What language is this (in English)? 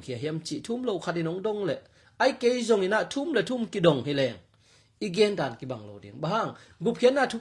Tedim Chin